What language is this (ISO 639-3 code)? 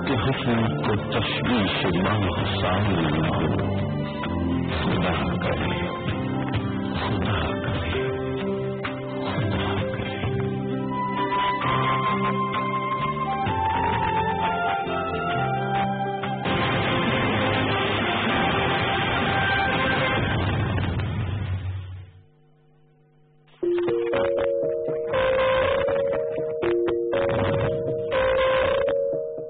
urd